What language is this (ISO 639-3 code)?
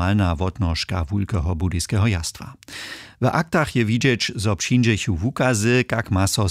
hsb